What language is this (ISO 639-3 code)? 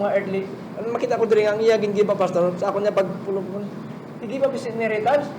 hil